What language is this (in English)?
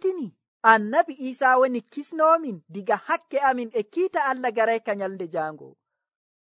Nigerian Fulfulde